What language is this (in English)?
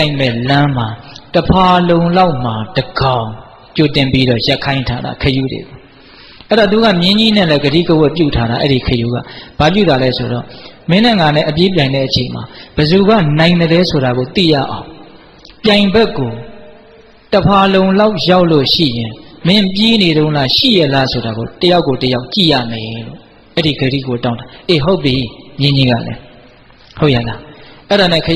Burmese